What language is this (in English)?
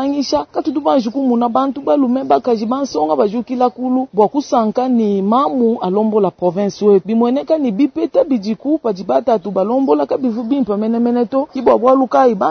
Luba-Lulua